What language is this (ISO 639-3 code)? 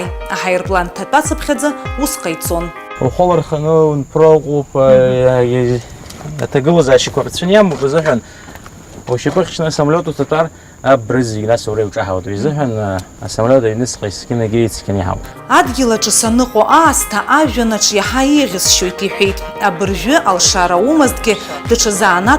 abk